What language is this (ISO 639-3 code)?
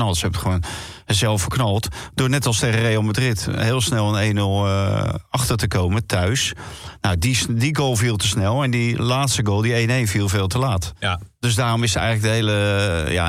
nld